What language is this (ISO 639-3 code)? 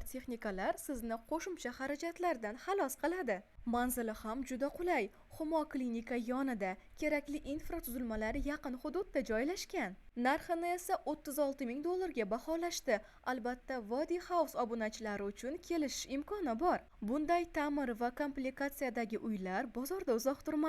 uzb